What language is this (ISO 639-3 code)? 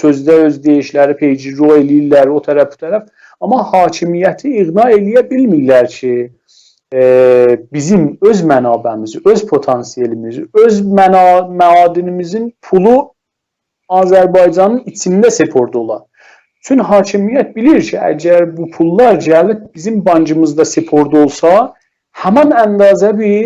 azb